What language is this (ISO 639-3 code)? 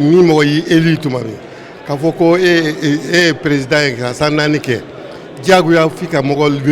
bam